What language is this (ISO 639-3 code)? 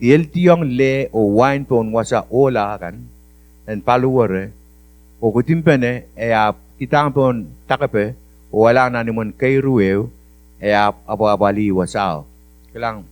pon